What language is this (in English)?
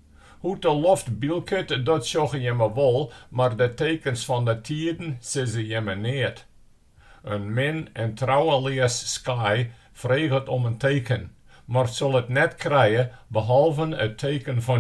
Western Frisian